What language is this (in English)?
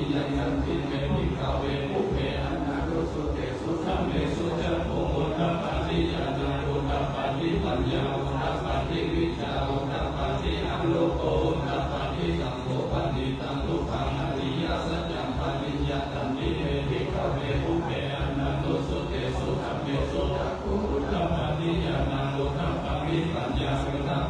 Pali